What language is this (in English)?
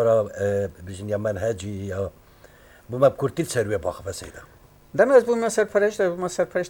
Kurdish